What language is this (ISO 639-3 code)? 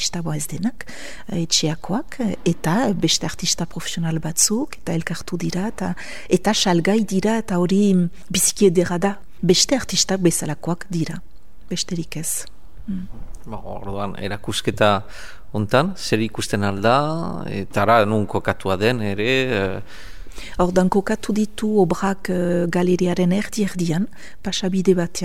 eus